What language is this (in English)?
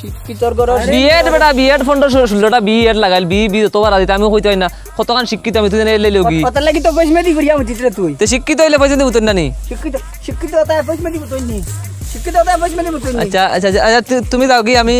Sylheti